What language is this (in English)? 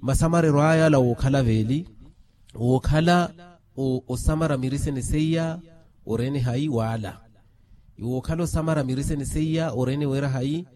Makhuwa